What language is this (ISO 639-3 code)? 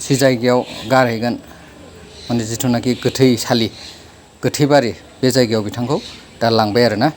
brx